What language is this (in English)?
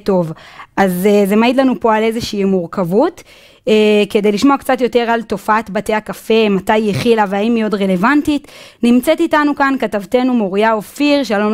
Hebrew